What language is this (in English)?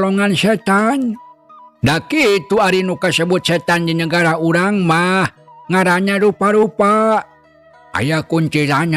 Sundanese